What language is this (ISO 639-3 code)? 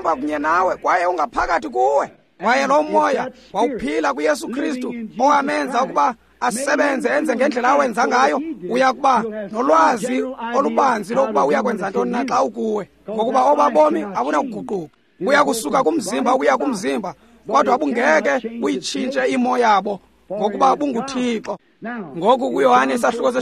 xho